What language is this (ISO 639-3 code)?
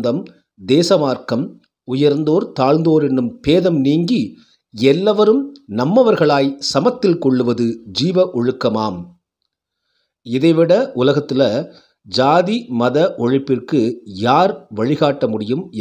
tam